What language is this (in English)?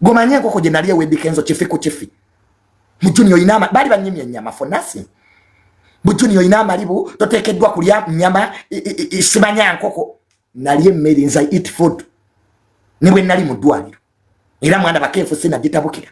Ganda